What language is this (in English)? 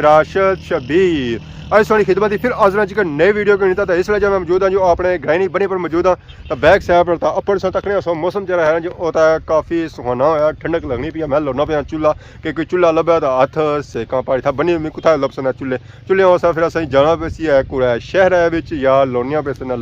Pahari-Potwari